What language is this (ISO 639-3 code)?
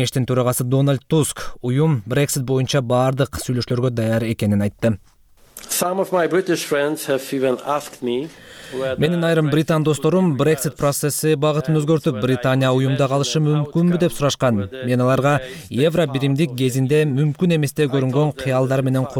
kir